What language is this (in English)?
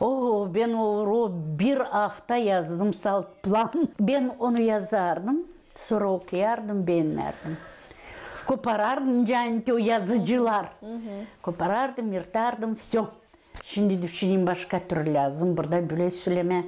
Gagauz